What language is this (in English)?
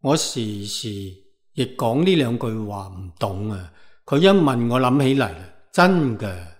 Cantonese